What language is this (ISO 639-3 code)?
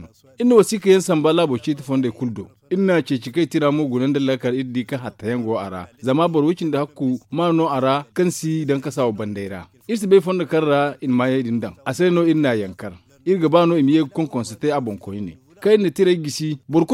dje